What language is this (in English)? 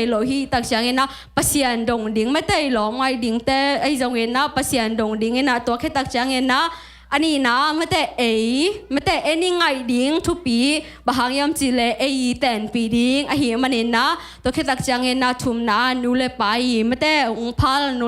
Tedim Chin